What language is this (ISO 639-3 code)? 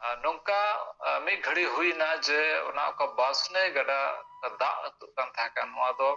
sat